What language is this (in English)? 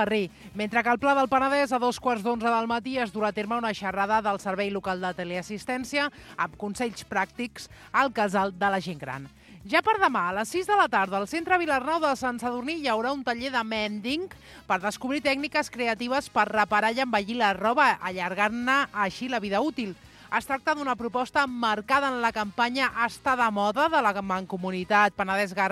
Catalan